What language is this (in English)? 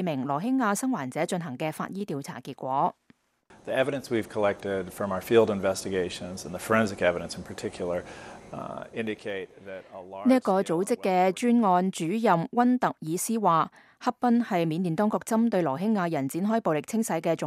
Cantonese